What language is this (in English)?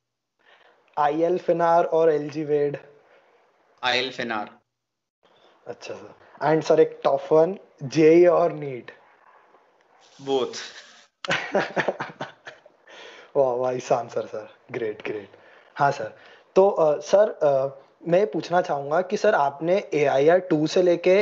Hindi